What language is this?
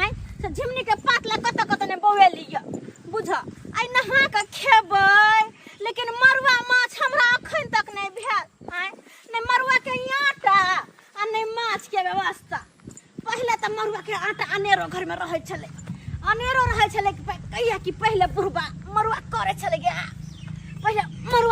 Maithili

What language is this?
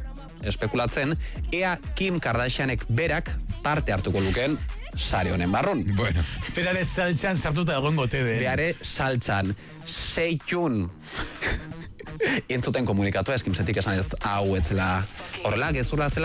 Basque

